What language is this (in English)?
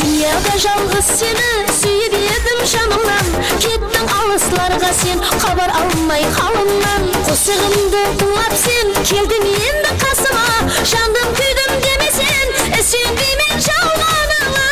Kara-Kalpak